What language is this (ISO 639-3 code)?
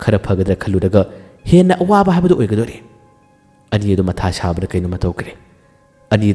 mni